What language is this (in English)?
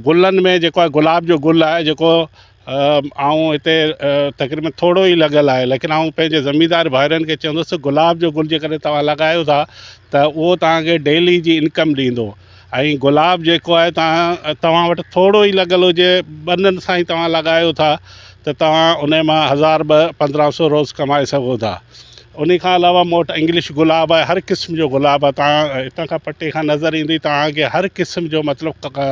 Sindhi